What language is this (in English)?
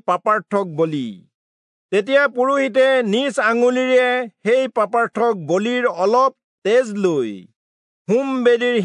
Assamese